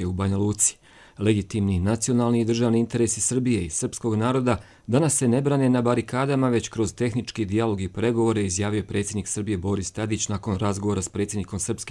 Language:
Serbian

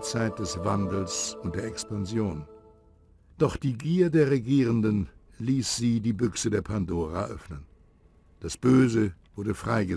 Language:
Bavarian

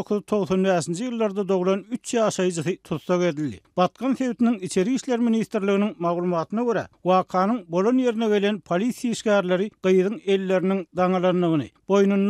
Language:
Turkmen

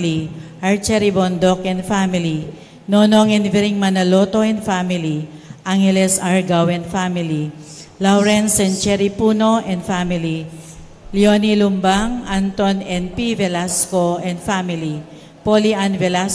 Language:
Pampanga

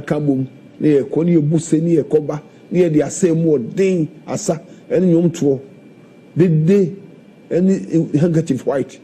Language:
Akan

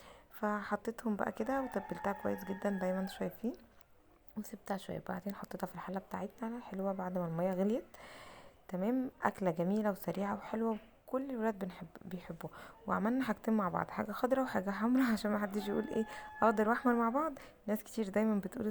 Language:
Egyptian Arabic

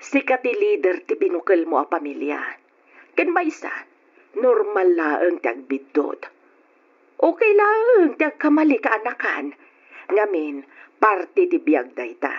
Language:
Iloko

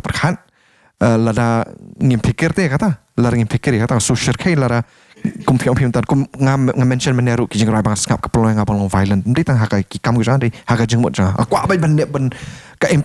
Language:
Khasi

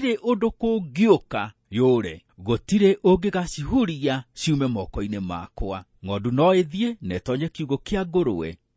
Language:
Kikuyu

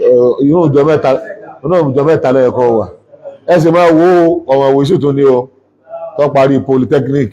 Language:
Yoruba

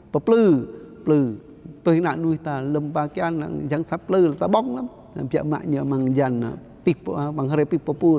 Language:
Jarai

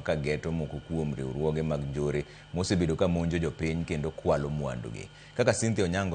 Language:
Luo (Kenya and Tanzania)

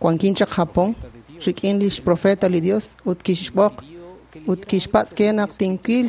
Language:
Kekchí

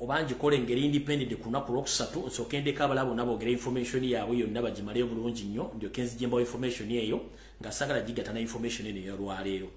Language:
Ganda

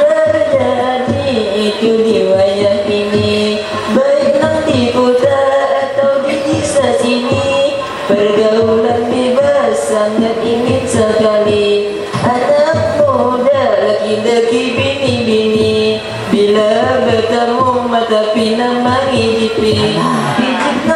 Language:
Banjar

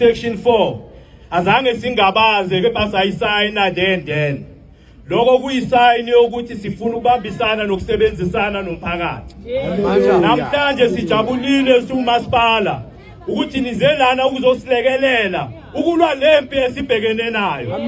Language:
Zulu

